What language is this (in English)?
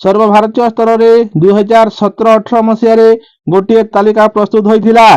Odia